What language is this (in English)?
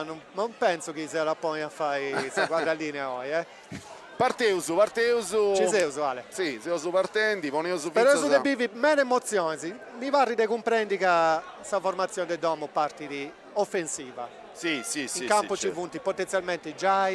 Sardinian